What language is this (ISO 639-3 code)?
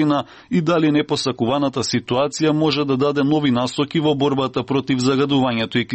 mkd